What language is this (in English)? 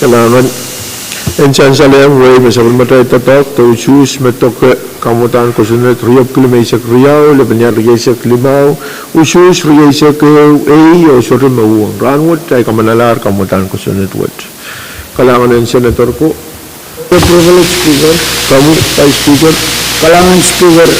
Pohnpeian